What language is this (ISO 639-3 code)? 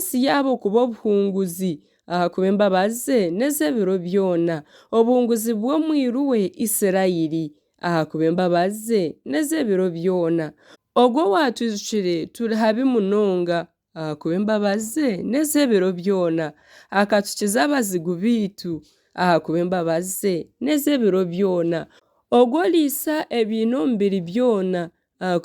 nyn